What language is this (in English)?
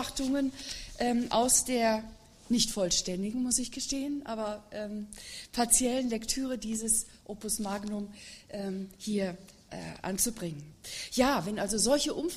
German